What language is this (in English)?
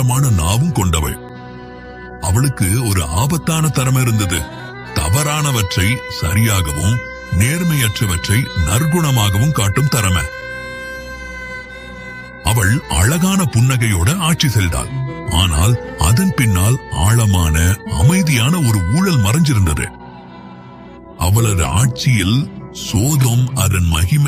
Tamil